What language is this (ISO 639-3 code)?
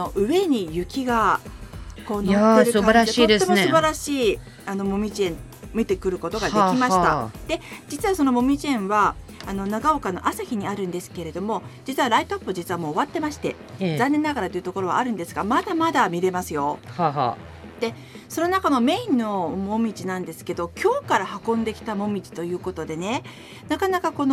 jpn